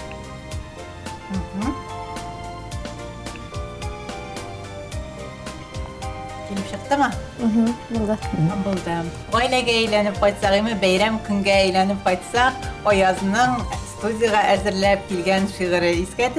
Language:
Tatar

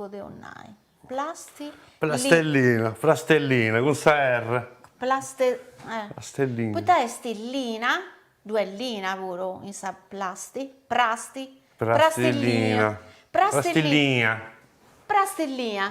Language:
Sardinian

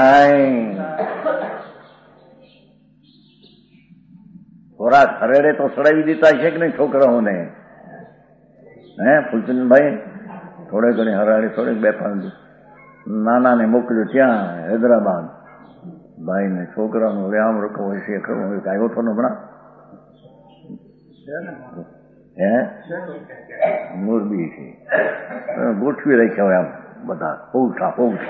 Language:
Gujarati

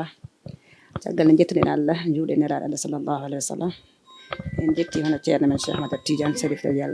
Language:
Fula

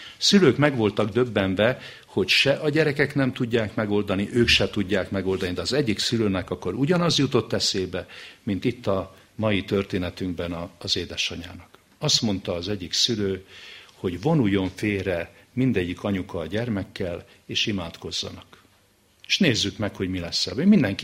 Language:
Hungarian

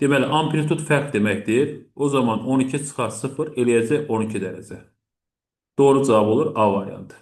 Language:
Azerbaijani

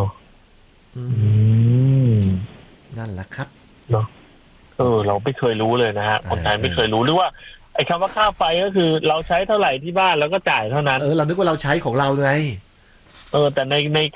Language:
Thai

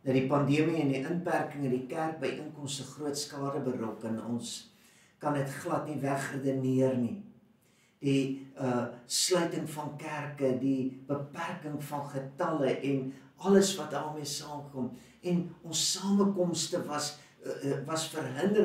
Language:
Afrikaans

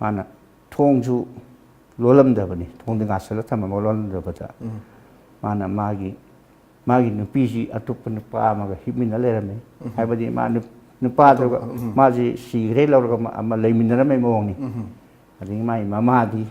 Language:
Manipuri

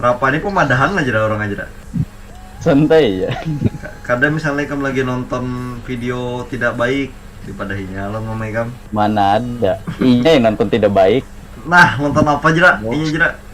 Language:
Banjar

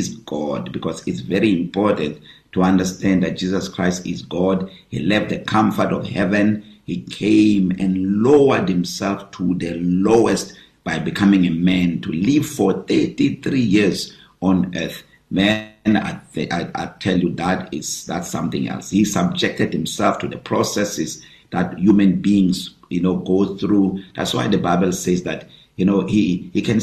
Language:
English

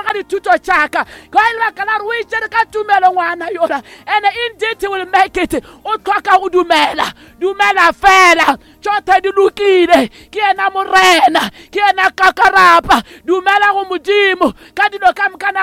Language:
Northern Sotho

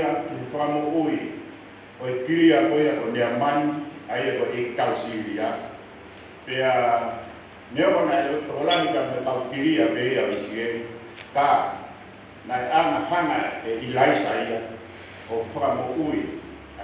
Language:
Tongan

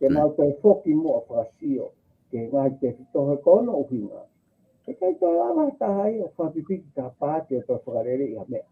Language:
Tongan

